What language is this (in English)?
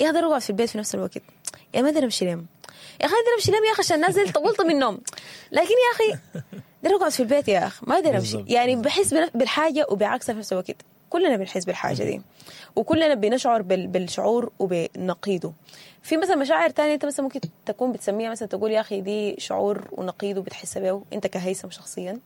Sudanese Arabic